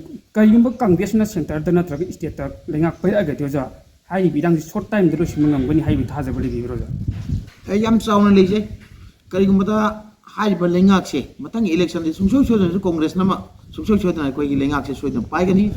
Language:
Manipuri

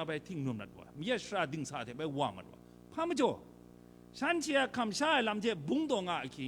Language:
Kachin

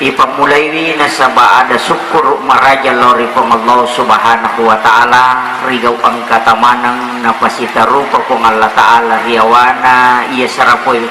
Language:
Buginese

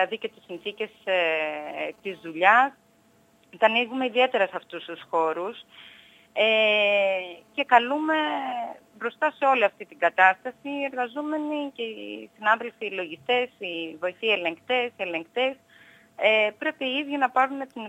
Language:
Greek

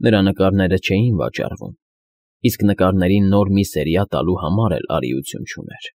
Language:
Armenian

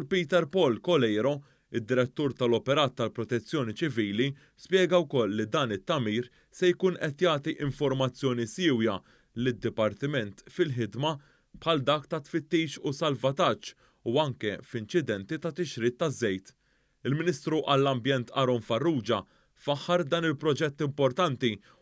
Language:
Maltese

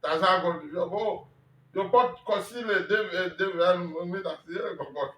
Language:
Ewe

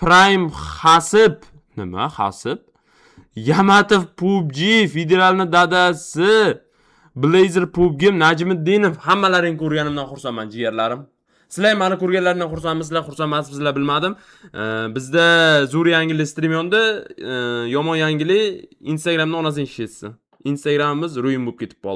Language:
Uzbek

